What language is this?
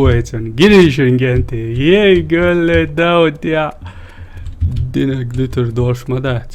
Chechen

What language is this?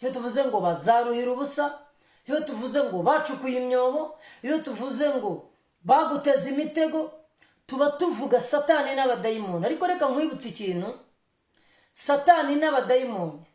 Kinyarwanda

